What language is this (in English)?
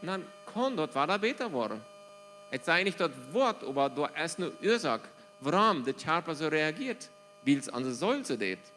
Plautdietsch